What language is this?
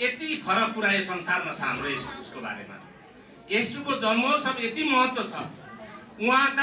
Nepali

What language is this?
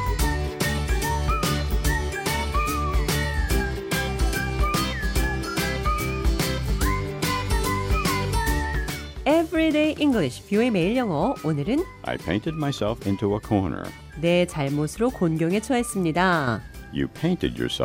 Korean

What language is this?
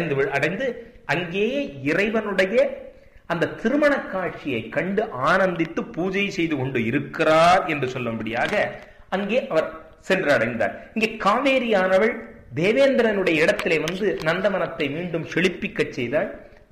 Tamil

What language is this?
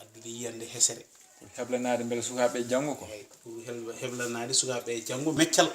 Fula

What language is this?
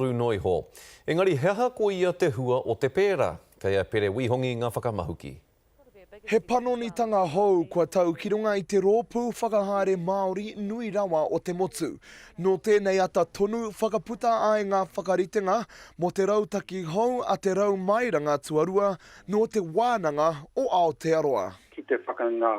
Māori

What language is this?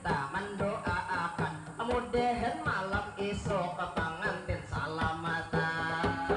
Banjar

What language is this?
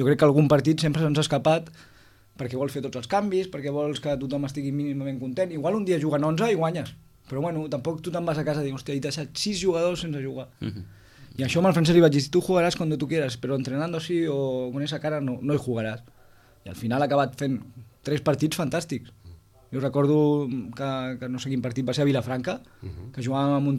Catalan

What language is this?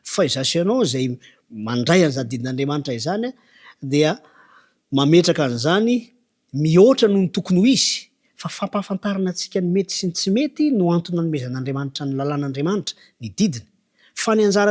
Malagasy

